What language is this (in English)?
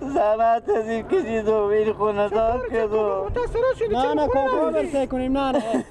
Persian